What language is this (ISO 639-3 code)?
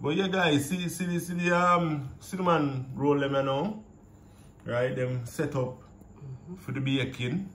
jam